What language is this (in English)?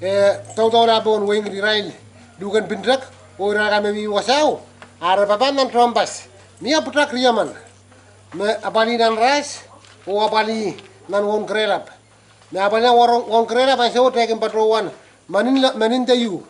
Pohnpeian